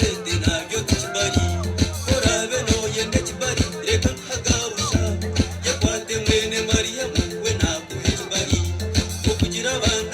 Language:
Nyankole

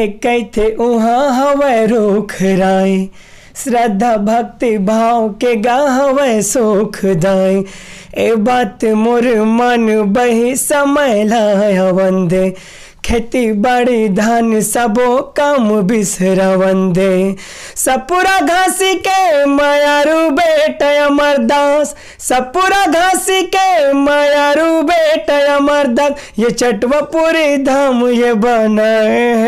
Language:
Chhattisgarhi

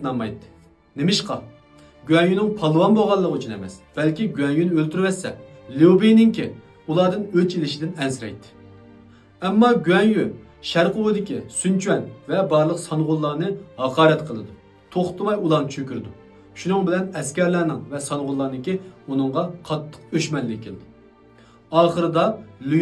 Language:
Uyghur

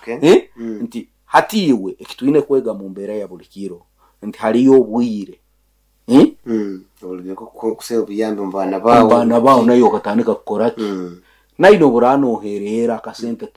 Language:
Nyoro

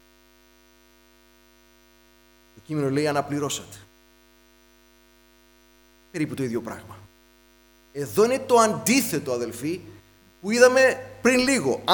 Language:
Greek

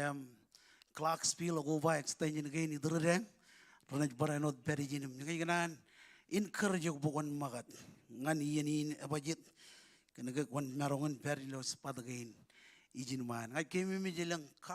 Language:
Marshallese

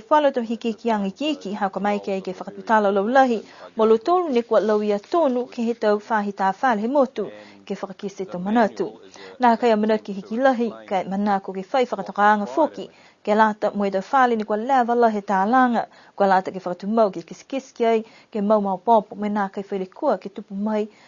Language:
Niuean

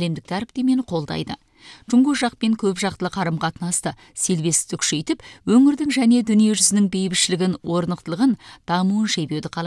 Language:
Kazakh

